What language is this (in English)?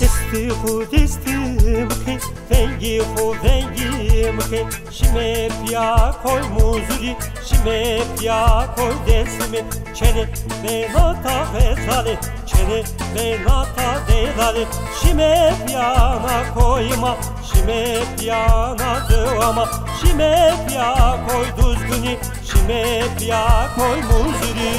Zaza